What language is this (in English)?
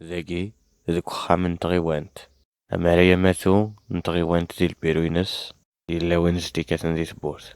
Kabyle